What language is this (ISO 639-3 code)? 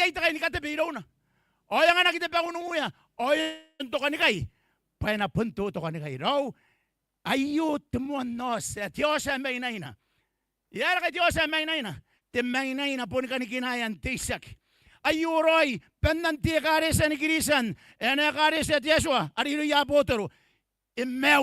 gil